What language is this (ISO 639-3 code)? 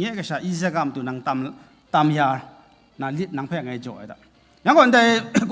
kac